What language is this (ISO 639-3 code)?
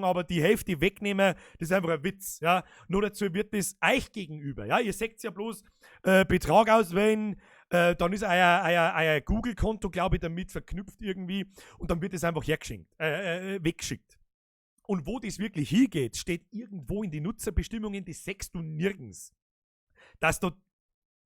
bar